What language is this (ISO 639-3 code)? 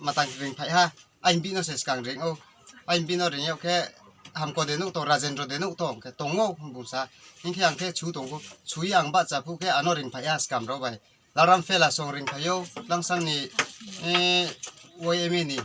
ria